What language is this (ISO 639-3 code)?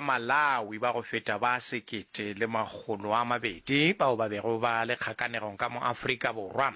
nso